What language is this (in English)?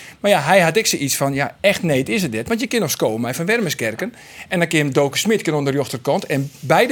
Western Frisian